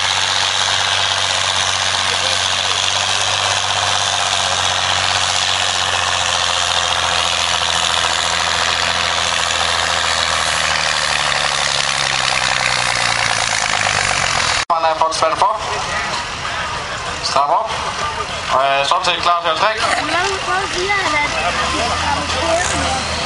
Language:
Danish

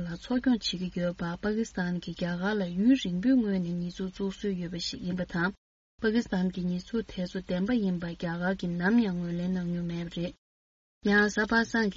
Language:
Tibetan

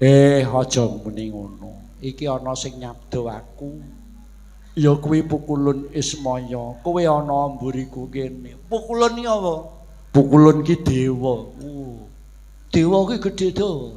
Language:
Javanese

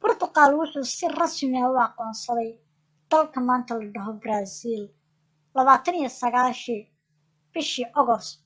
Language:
Somali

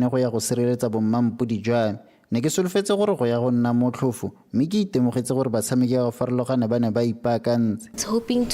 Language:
Tswana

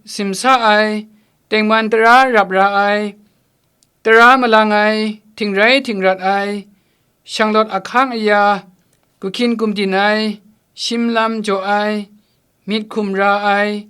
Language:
Kachin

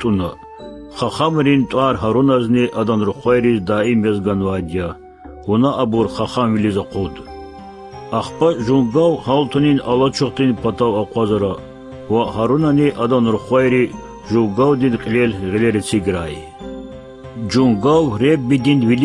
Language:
Lezghian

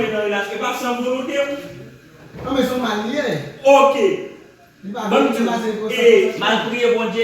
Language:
Haitian Creole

